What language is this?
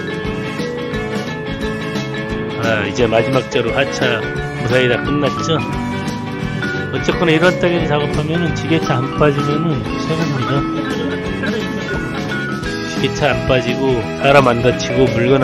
Korean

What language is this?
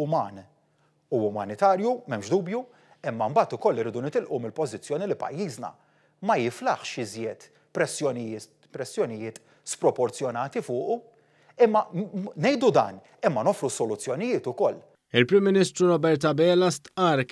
Maltese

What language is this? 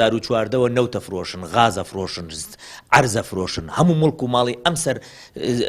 Central Kurdish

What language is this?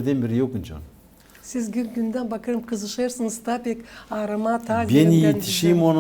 Gagauz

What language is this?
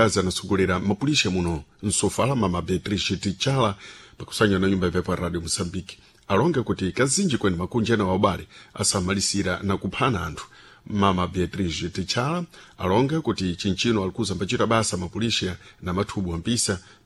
Sena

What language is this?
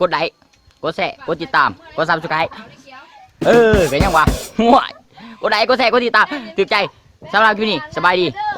Lao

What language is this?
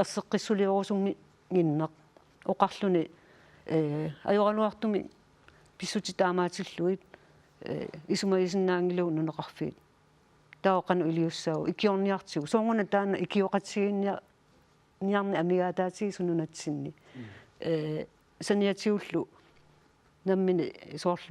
Kalaallisut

